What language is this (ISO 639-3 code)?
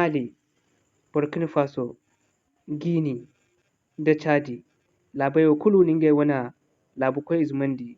dje